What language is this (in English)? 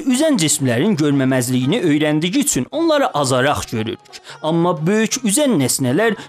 South Azerbaijani